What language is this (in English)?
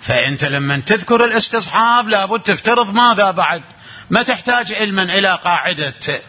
Mesopotamian Arabic